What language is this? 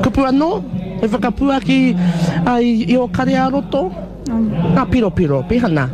Māori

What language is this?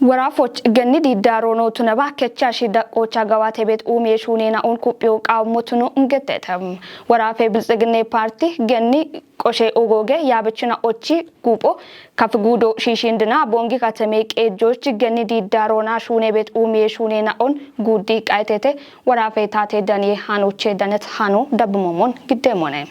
Kafa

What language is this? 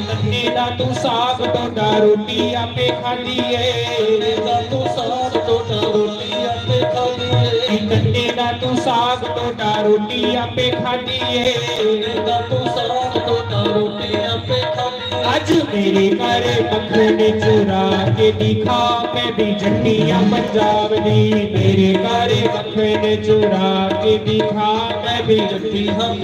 Dogri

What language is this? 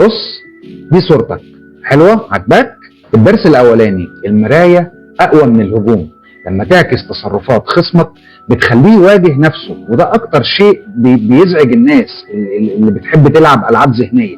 Egyptian Arabic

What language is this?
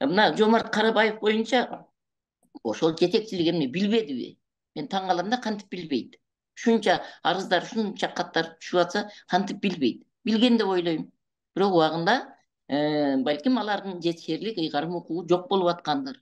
Kyrgyz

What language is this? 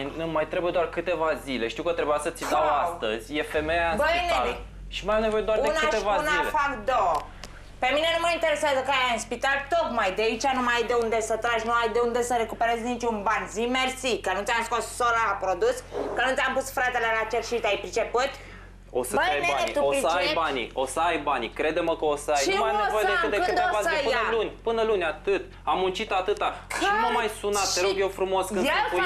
Romanian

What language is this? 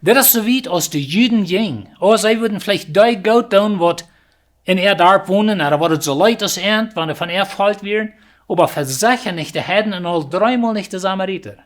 Plautdietsch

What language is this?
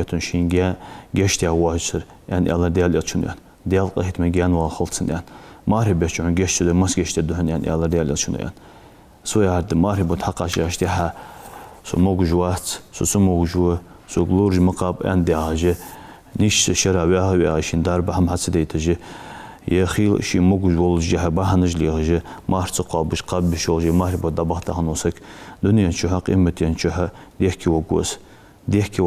Ingush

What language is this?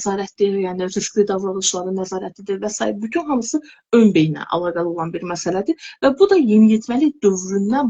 Azerbaijani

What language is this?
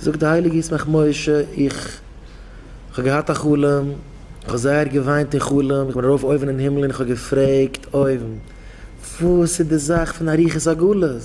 Yiddish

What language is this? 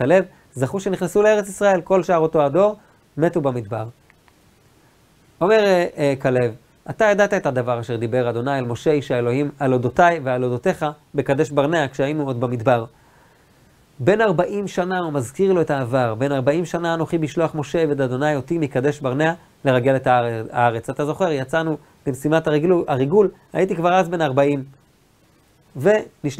Hebrew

